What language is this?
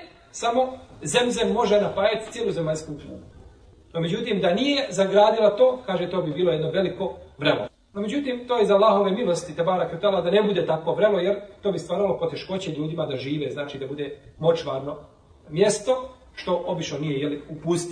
Bosnian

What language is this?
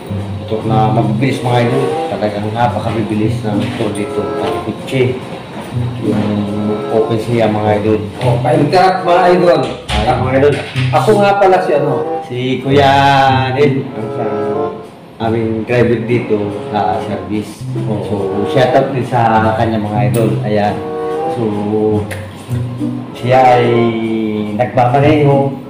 Filipino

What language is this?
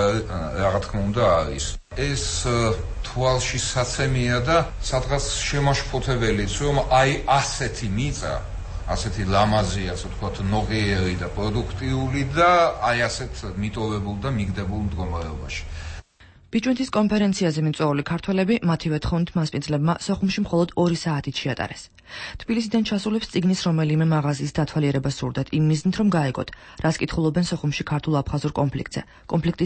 Georgian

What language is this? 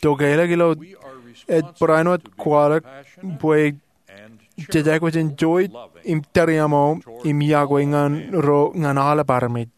Marshallese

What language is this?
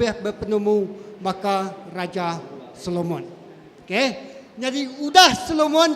Iban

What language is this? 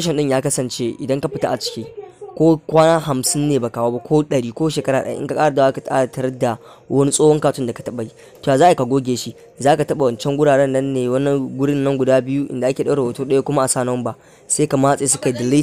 Hausa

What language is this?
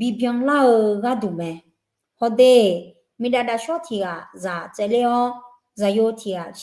Akha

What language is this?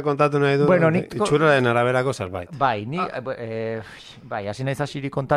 Basque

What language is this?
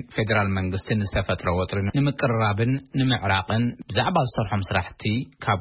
Tigrinya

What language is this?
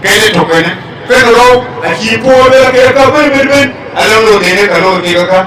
Dinka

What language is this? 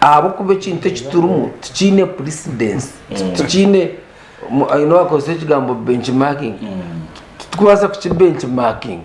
Nyankole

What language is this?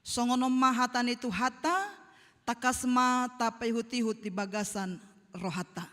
Batak Toba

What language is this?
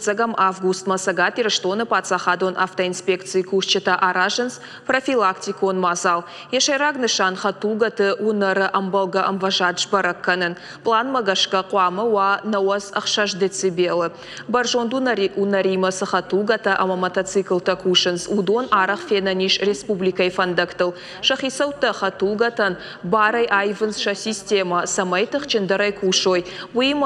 Ossetic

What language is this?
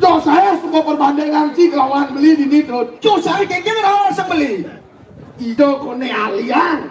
Balinese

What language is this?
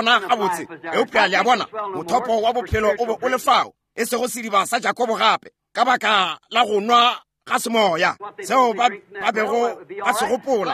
Northern Sotho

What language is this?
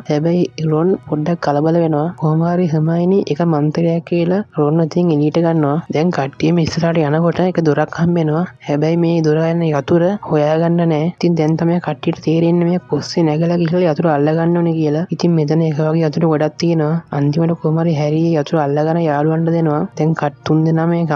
Sinhala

